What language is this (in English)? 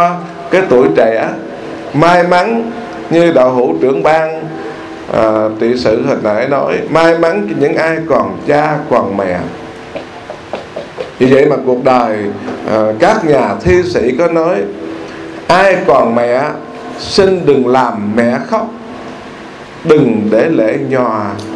Vietnamese